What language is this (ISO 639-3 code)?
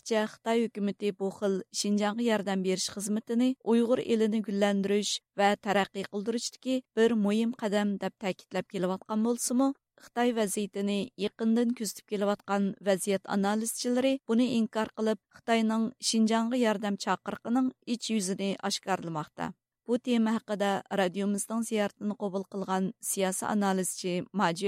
uig